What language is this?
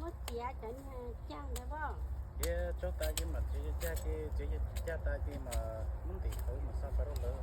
Hmong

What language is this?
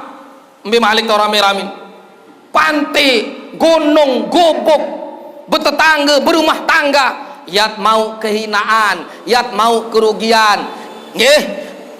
Sasak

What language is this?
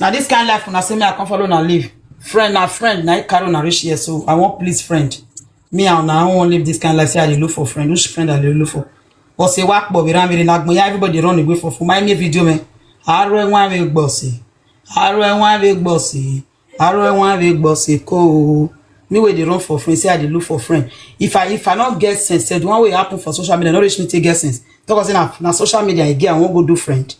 Nigerian Pidgin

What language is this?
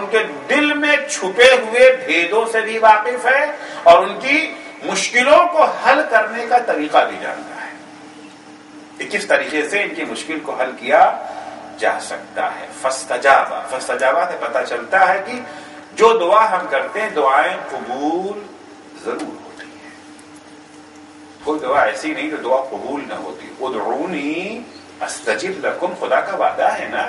Urdu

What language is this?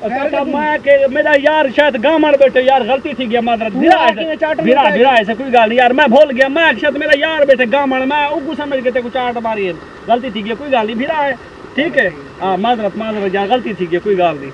Saraiki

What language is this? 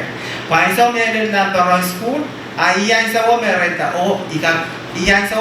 Pohnpeian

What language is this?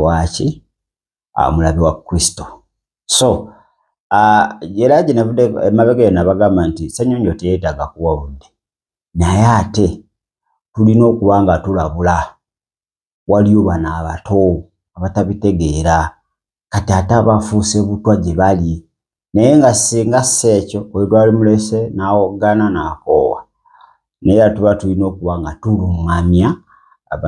Ganda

